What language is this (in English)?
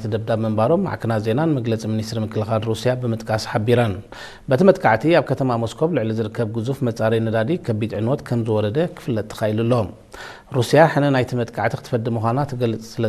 Tigrinya